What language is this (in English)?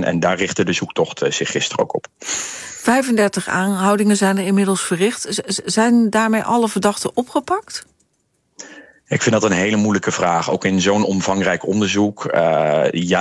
Dutch